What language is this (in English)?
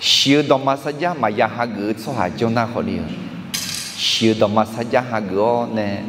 Akha